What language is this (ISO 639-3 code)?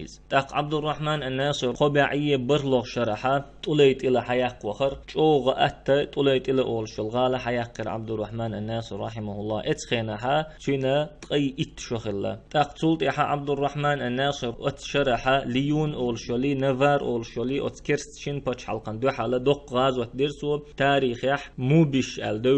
che